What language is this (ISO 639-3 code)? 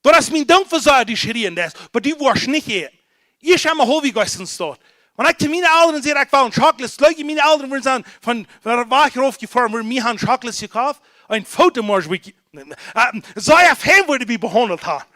pdt